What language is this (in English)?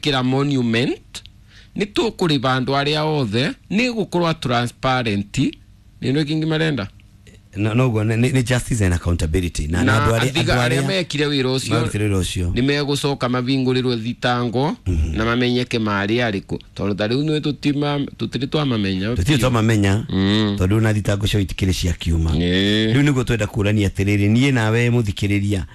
Kikuyu